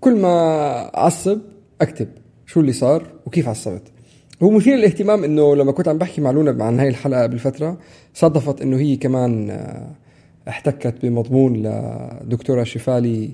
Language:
North Levantine Arabic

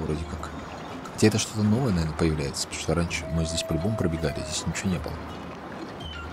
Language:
Russian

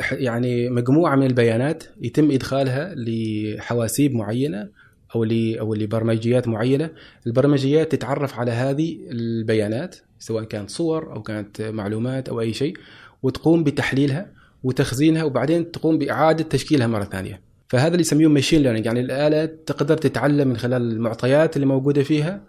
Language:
Gulf Arabic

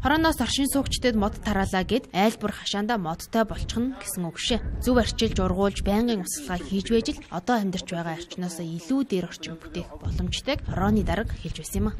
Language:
Mongolian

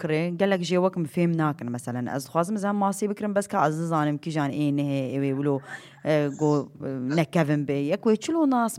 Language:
Kurdish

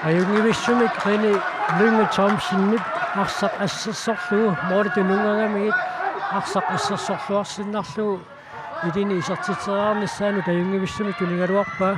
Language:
Kalaallisut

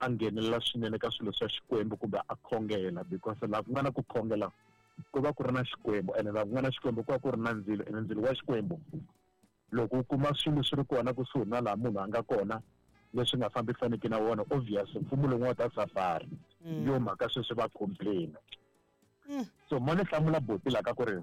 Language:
Tsonga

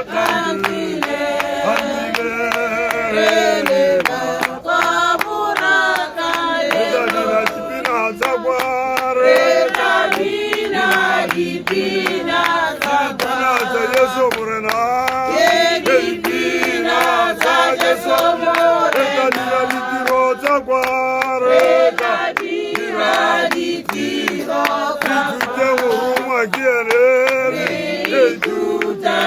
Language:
Tswana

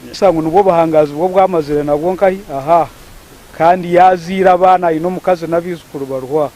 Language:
Nyankole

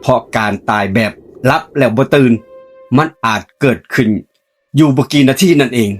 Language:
Northeastern Thai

